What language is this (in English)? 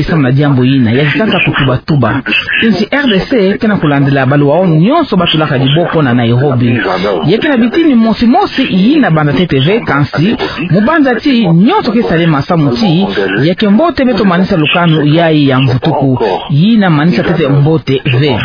Kituba (Democratic Republic of Congo)